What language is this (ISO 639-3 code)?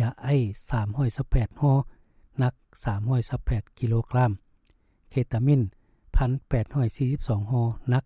lao